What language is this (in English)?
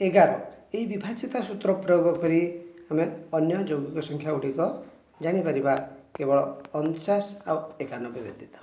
Odia